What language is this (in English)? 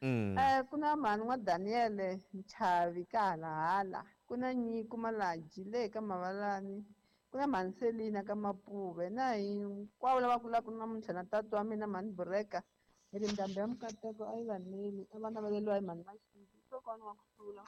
Tsonga